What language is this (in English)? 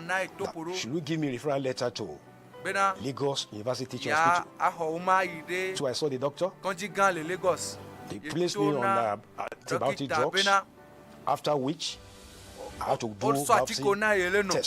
Ewe